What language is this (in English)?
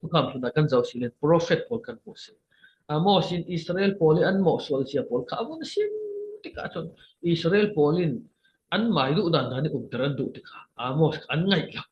Falam Chin